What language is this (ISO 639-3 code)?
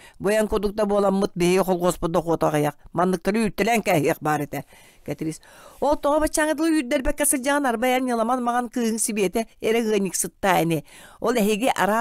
sah